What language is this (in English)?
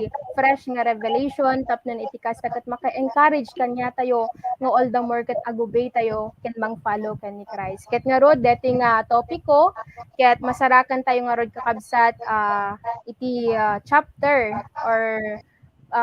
Iloko